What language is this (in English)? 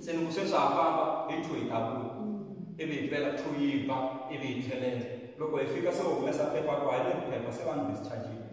Tsonga